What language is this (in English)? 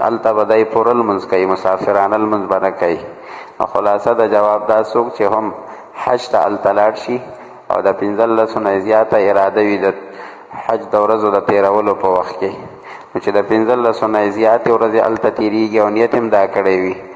Pashto